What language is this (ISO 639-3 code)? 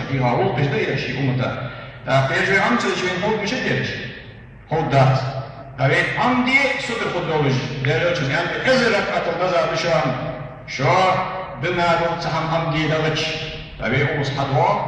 inh